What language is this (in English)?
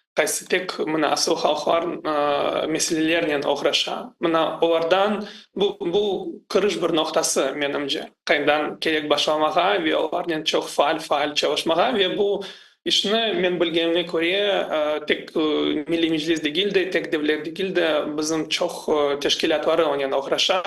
Crimean Tatar